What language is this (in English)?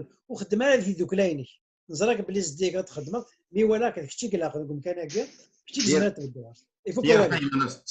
Kabyle